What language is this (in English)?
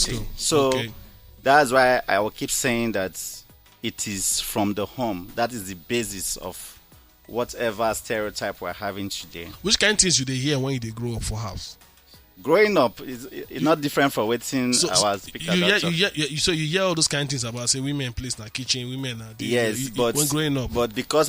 Nigerian Pidgin